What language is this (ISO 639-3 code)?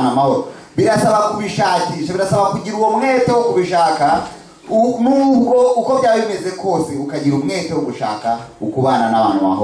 kin